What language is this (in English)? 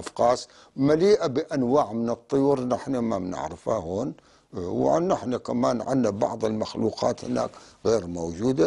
North Levantine Arabic